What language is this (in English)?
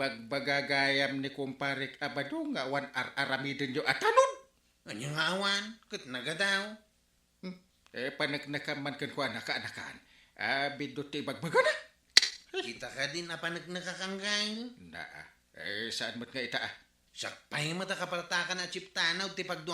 Iloko